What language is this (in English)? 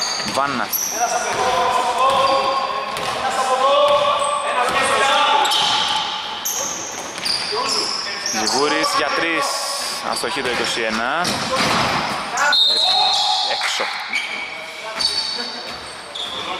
Greek